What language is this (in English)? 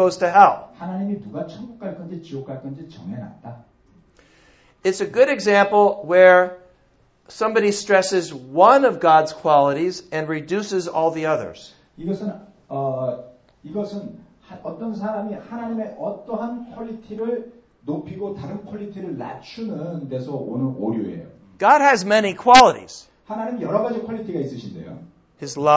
Korean